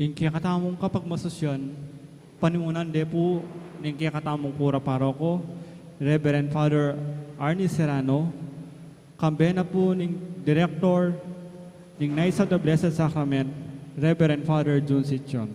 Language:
Pampanga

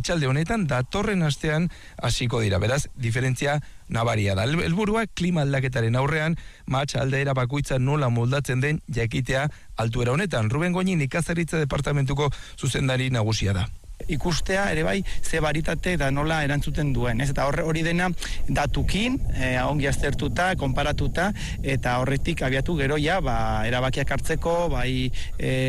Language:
Basque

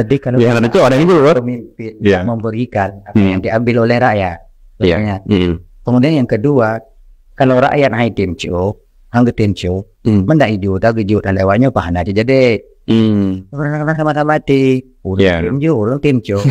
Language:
Achinese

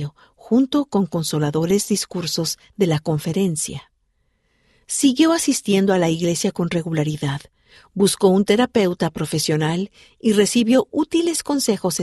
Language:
Spanish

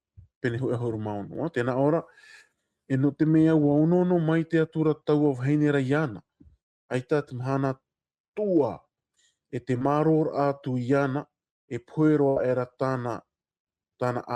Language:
Tahitian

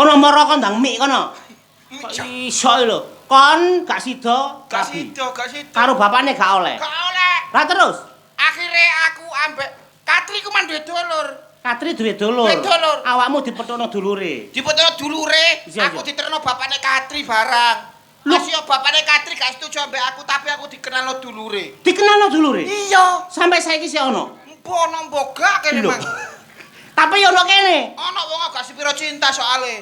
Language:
Javanese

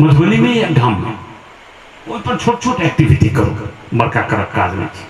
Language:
Maithili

